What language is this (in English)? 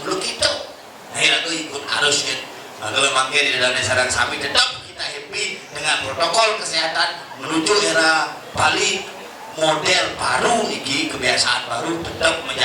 Balinese